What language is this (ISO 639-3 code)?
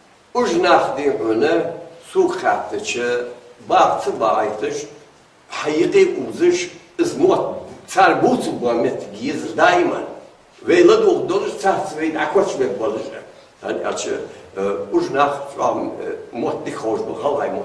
inh